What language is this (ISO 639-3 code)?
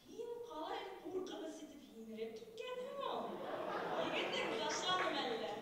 bak